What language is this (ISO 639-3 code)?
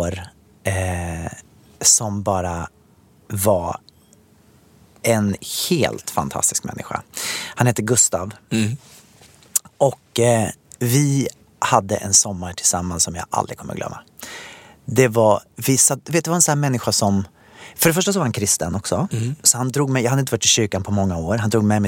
swe